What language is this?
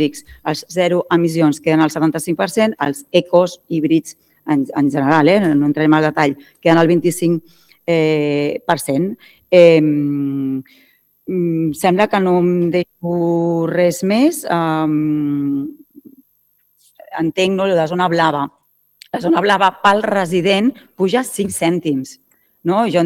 Catalan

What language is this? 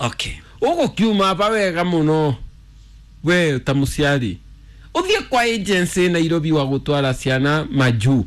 Kikuyu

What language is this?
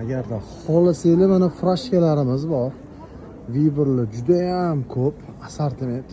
Uzbek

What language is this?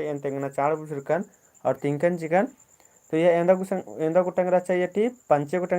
Kurukh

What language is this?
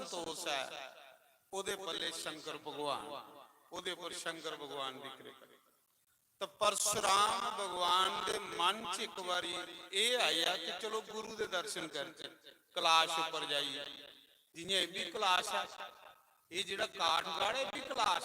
Dogri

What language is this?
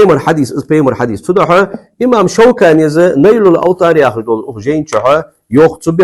Ingush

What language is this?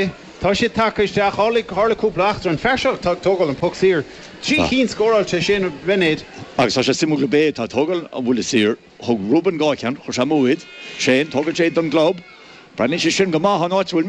Irish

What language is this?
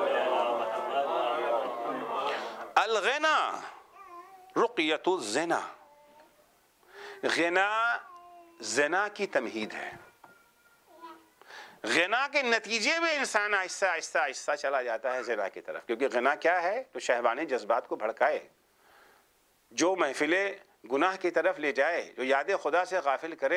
Urdu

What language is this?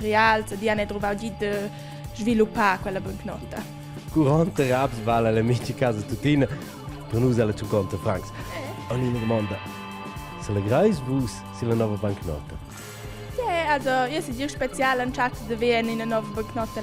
Romansh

